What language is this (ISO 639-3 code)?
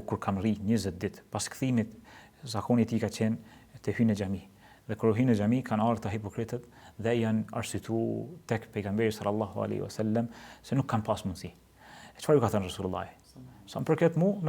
sqi